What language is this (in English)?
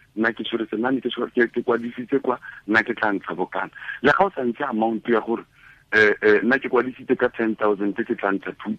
Tswana